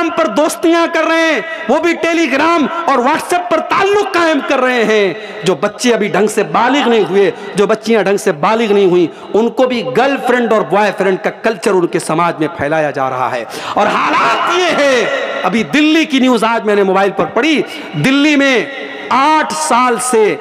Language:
Urdu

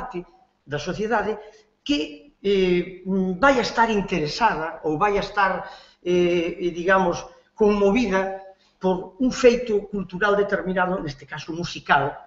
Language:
Galician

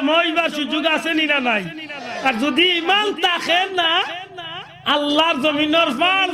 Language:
Sylheti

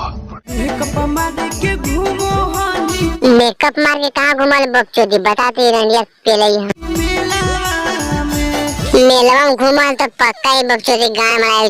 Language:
Magahi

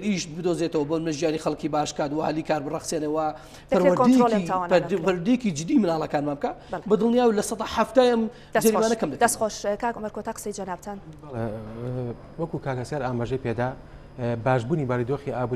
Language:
Central Kurdish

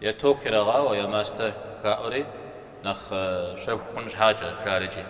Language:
Kabardian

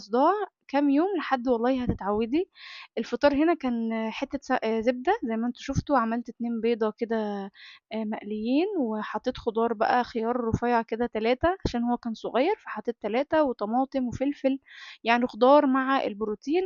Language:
Egyptian Arabic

